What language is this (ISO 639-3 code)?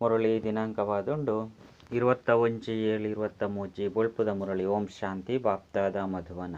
tcy